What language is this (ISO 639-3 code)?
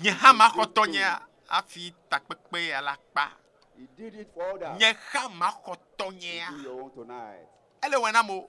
ewe